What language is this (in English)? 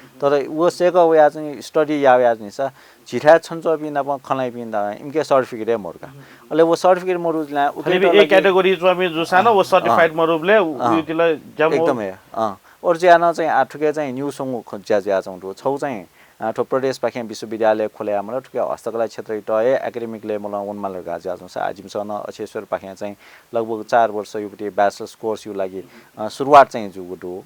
Newari